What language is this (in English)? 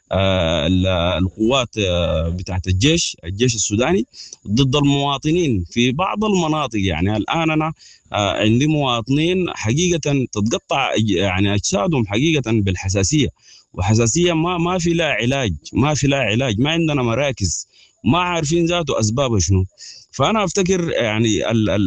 Sudanese Arabic